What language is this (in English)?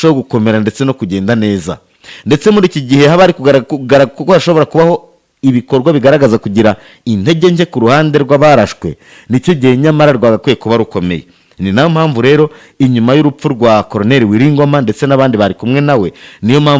Kinyarwanda